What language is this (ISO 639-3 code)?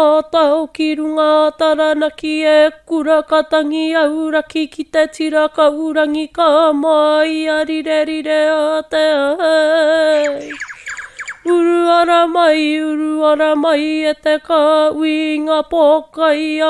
mri